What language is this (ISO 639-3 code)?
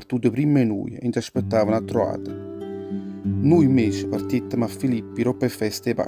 nap